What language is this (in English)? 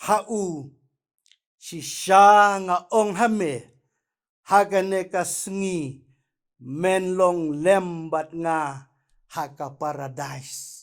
Khasi